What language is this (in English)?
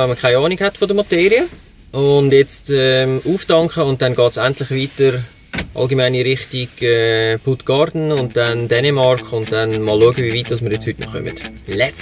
Swiss German